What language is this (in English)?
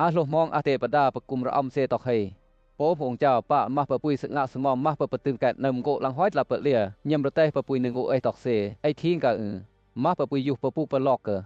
Western Lawa